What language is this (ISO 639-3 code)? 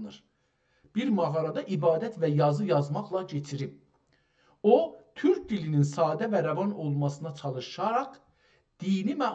azb